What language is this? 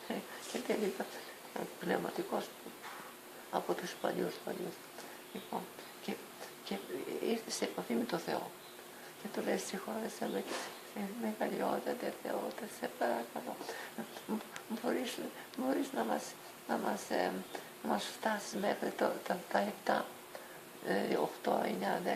Greek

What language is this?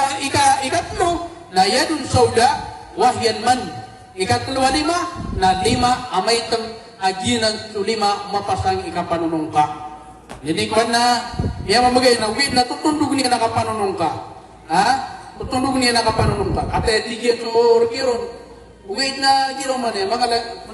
Maranao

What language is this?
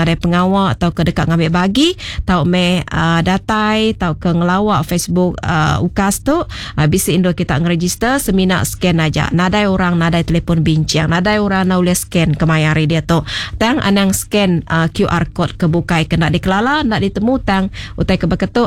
Iban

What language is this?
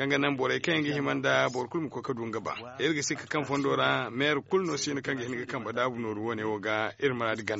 Zarma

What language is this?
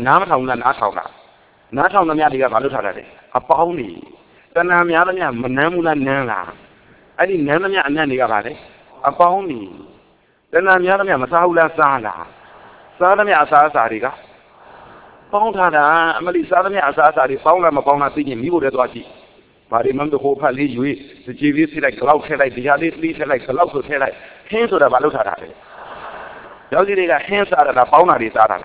Burmese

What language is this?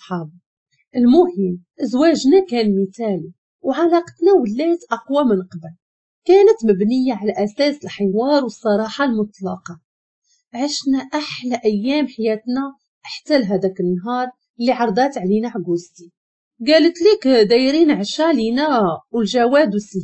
Moroccan Arabic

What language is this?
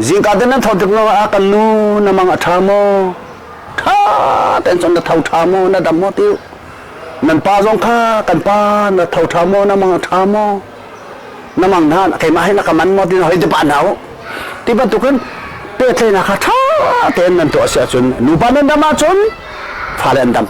Hakha Chin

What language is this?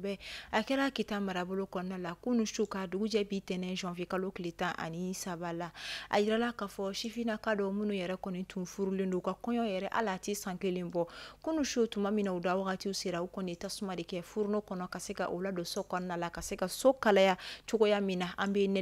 Bambara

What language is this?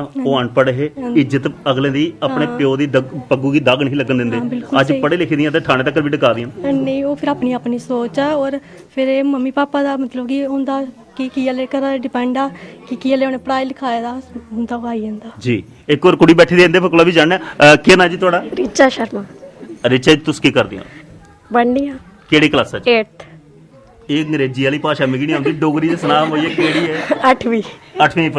Dogri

